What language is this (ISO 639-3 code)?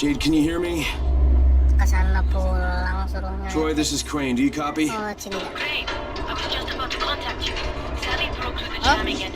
bjn